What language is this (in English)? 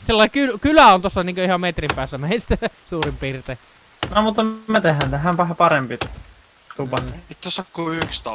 Finnish